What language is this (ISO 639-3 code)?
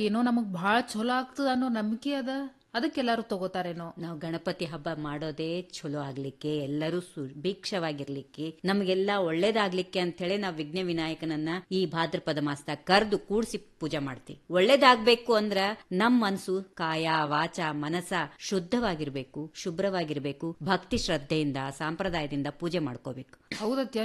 kan